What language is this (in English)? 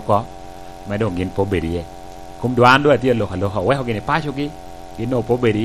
Lango (Uganda)